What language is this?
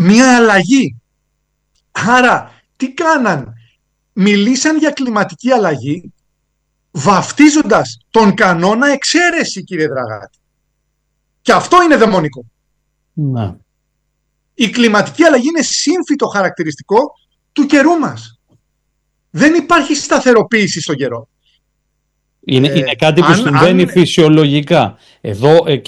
Greek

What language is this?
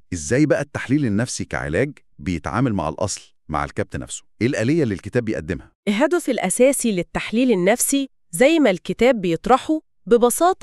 Egyptian Arabic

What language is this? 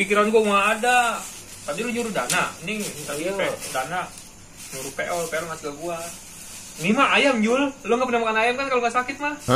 Betawi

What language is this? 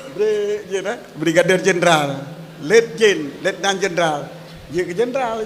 Achinese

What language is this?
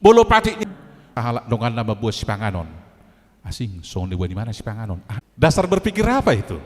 Batak Toba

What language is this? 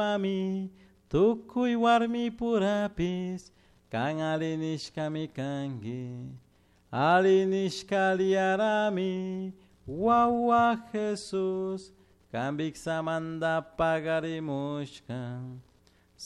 Chimborazo Highland Quichua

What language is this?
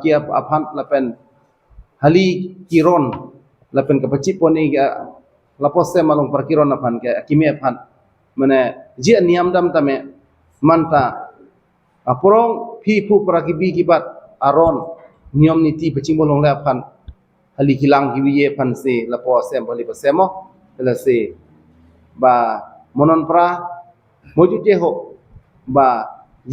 Karbi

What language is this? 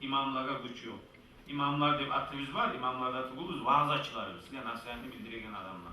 Kumyk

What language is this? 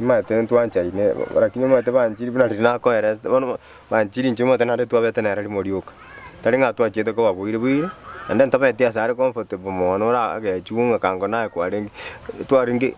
Gusii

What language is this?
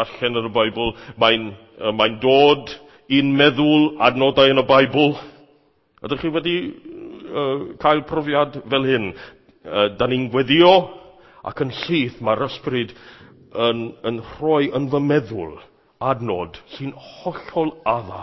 Welsh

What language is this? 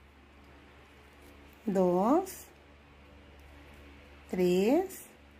Spanish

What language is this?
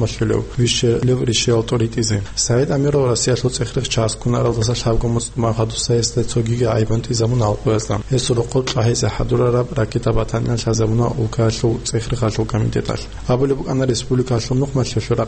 Avaric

